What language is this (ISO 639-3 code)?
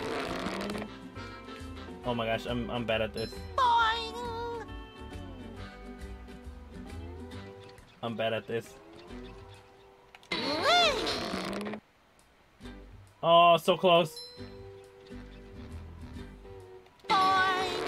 eng